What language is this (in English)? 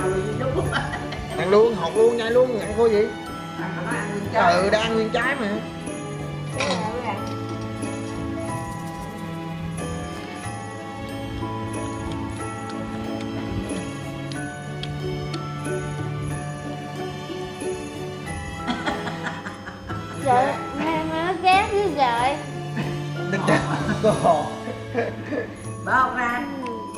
Vietnamese